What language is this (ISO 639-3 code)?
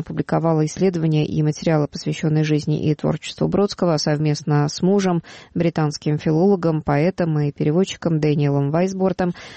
rus